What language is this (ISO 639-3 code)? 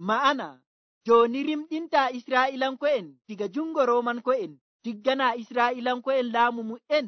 fuv